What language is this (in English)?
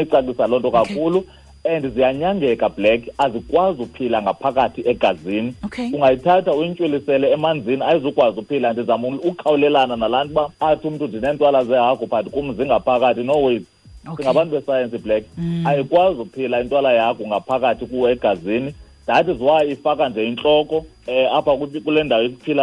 Xhosa